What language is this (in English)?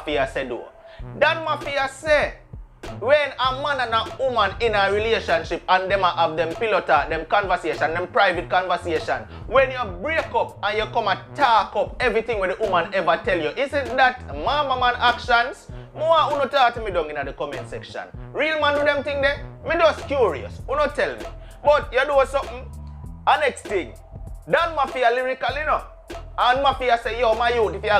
Jamaican Creole English